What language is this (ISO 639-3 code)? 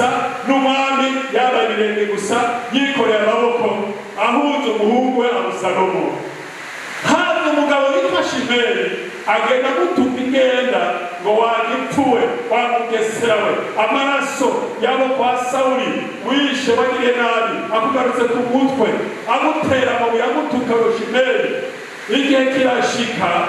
run